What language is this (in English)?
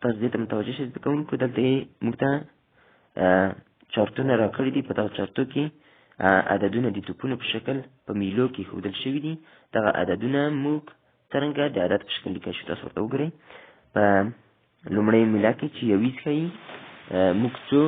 Pashto